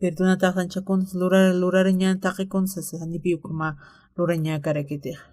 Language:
Aymara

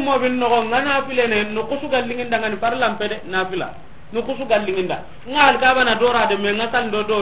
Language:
Soninke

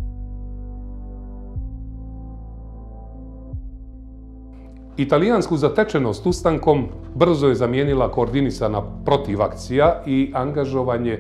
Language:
Bosnian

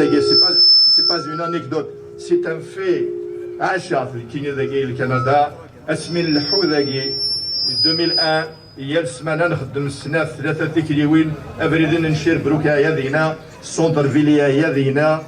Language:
Kabyle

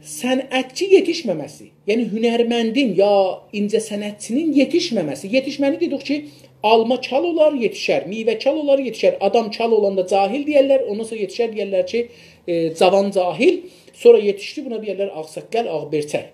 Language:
South Azerbaijani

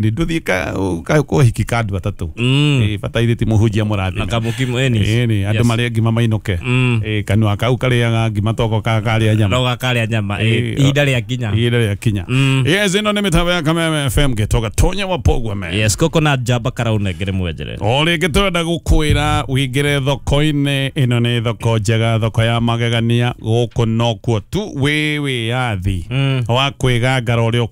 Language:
Kikuyu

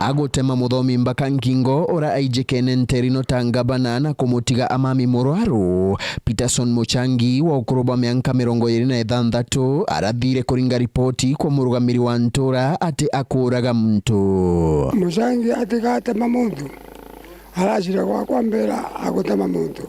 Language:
Meru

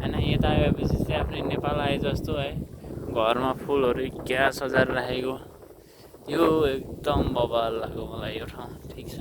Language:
Nepali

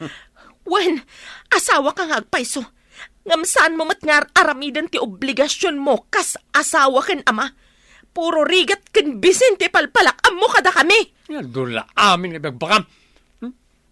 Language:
Iloko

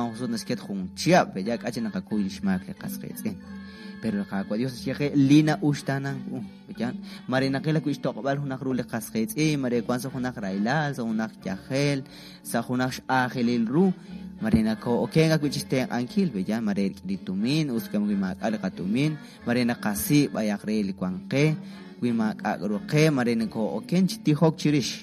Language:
Kekchí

